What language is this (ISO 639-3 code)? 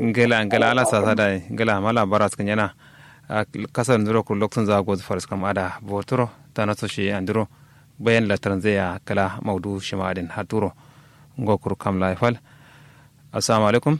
kau